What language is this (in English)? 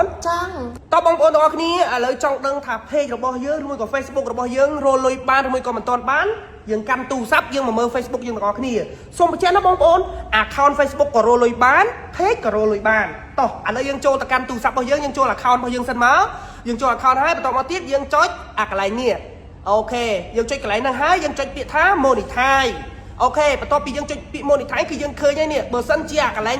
Khmer